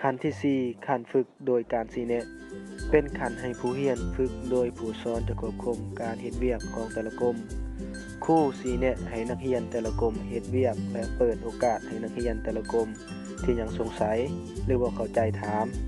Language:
Lao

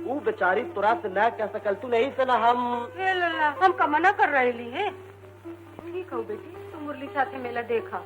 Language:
Magahi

